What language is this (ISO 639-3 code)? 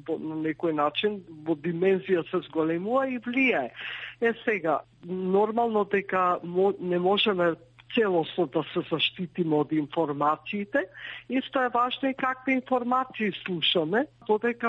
mkd